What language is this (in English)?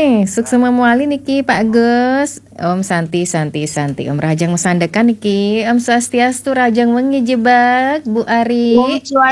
Balinese